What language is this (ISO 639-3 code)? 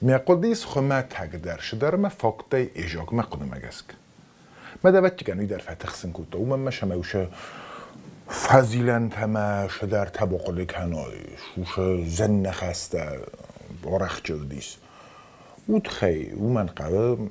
oss